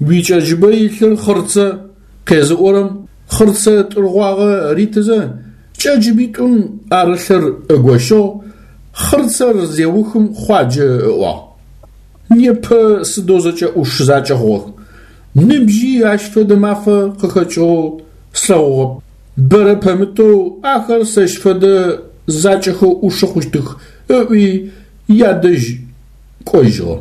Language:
Adyghe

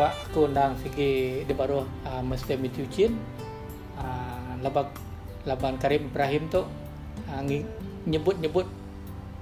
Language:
Iban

